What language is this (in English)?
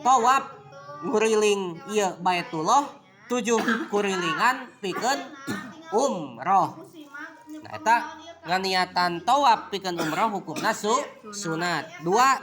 Sundanese